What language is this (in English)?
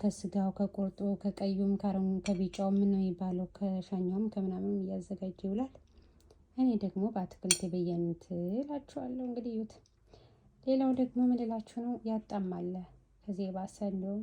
Amharic